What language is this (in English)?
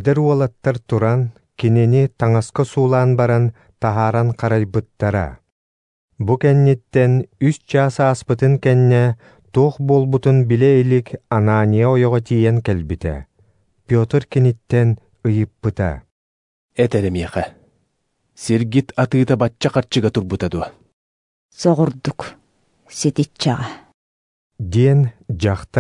Yakut